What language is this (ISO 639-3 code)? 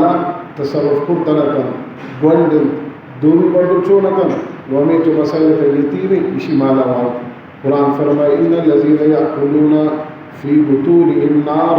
bal